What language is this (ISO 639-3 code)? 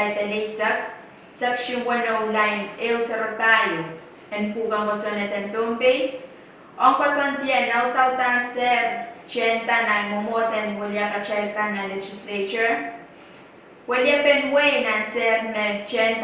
pon